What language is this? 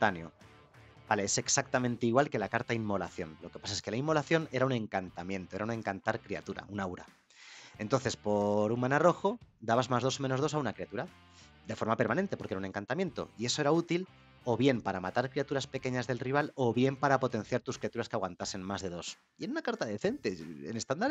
Spanish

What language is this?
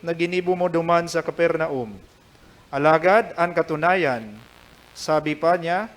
Bikol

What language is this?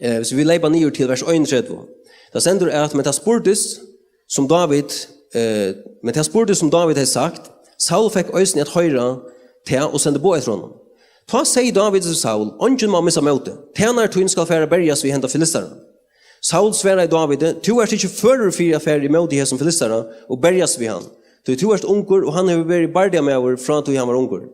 Faroese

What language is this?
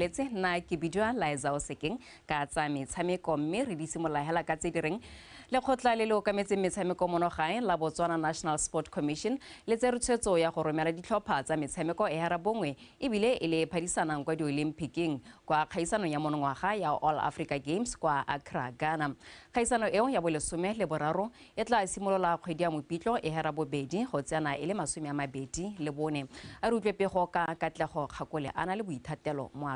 Tswana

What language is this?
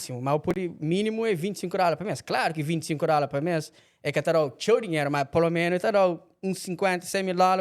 Kabuverdianu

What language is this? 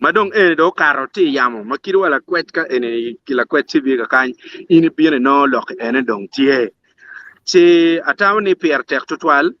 Acoli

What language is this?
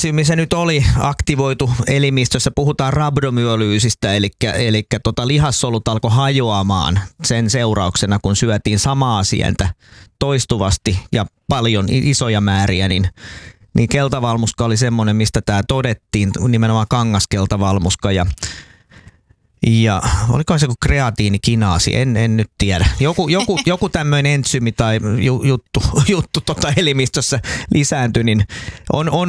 Finnish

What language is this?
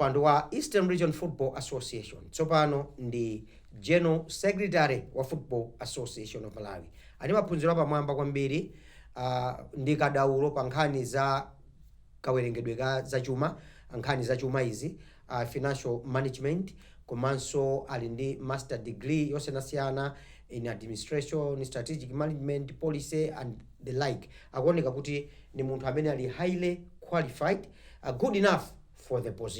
Nyanja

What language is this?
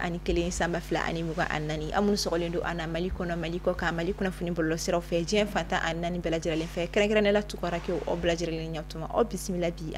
Bambara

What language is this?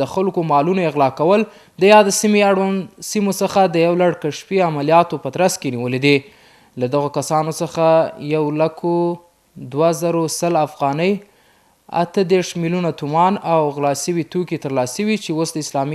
Pashto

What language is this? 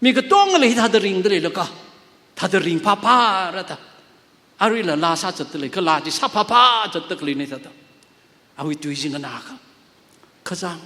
Tangkhul Naga (India)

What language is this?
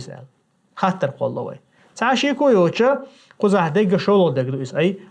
Chechen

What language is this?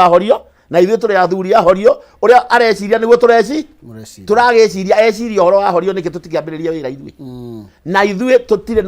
Kikuyu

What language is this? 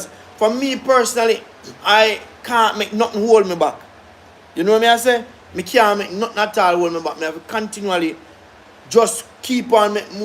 Jamaican Creole English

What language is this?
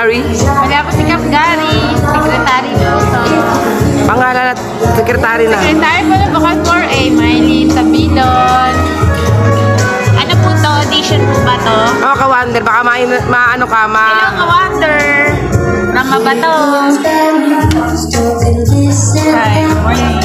Filipino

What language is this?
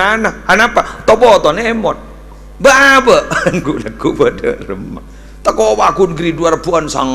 Madurese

